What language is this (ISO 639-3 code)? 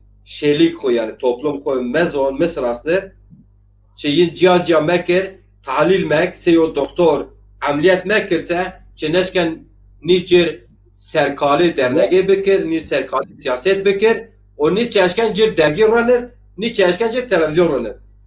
zza